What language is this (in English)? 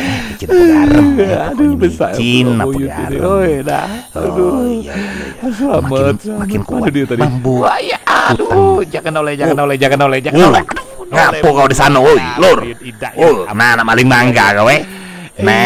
Musi